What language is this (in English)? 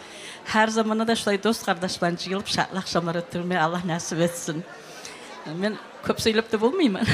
Kumyk